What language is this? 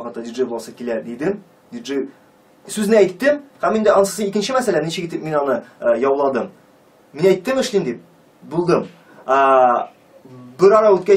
Tatar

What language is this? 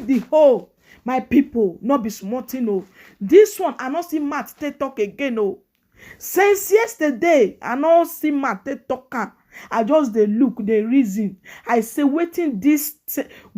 Nigerian Pidgin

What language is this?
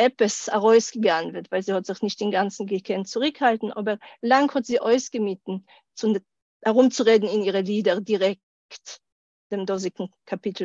Yiddish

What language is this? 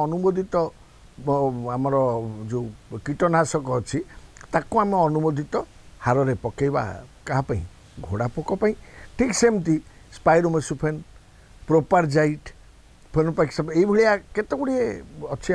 Odia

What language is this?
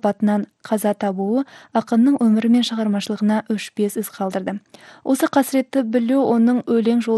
Kazakh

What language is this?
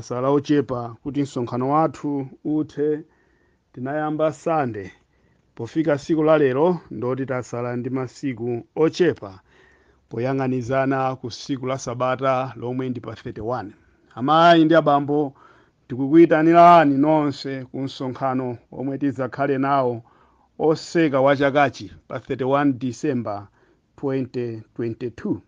Nyanja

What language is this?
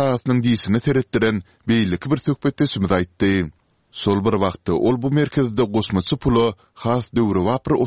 Turkmen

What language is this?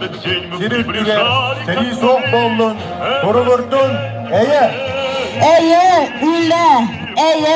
Yakut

